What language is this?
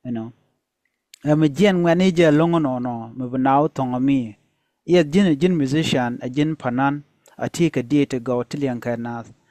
Nuer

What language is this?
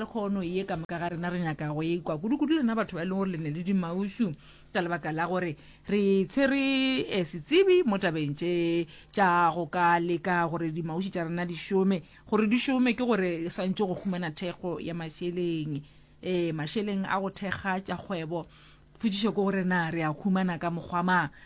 Northern Sotho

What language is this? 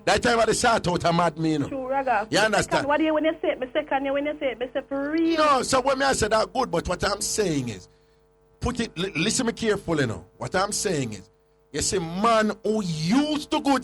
Jamaican Creole English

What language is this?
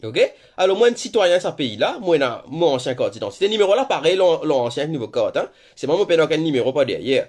Morisyen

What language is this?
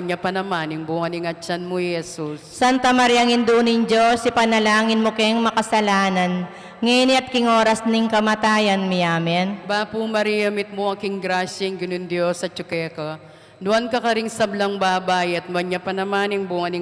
Pampanga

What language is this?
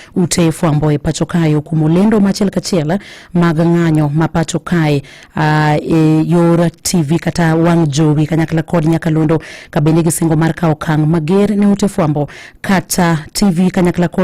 Luo (Kenya and Tanzania)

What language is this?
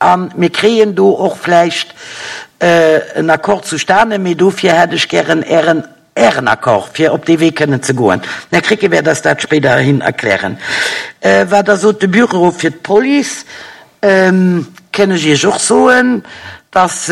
Luxembourgish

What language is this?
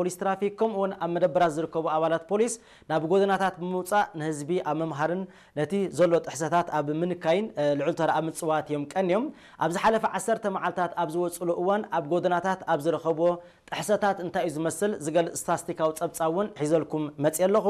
Tigrinya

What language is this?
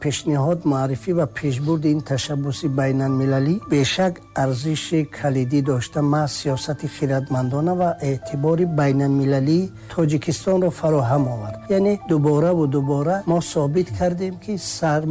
Tajik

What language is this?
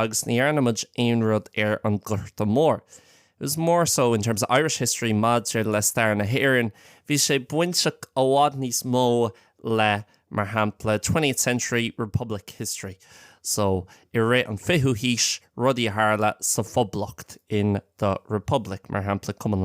Irish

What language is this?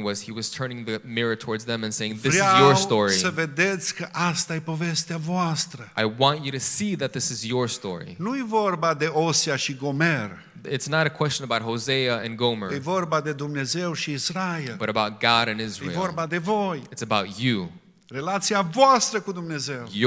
Romanian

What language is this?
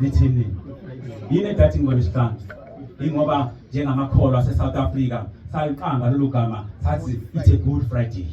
Zulu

